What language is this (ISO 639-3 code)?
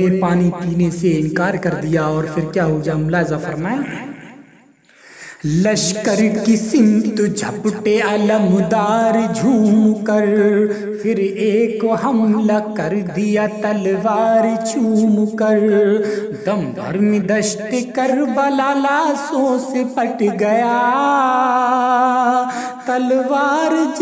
urd